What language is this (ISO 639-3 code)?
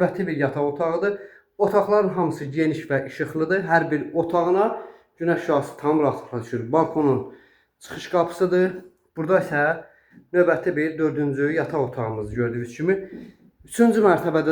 aze